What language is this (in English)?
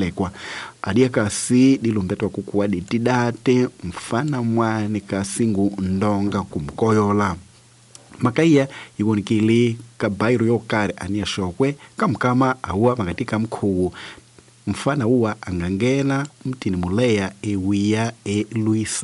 Tsonga